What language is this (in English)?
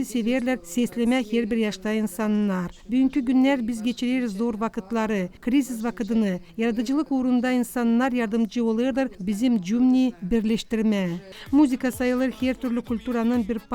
Gagauz